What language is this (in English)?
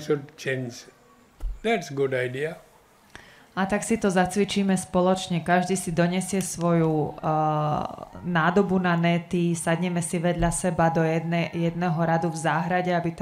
Slovak